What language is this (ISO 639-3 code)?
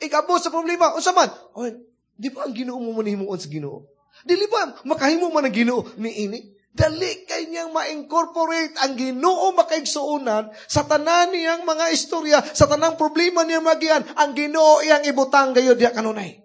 ceb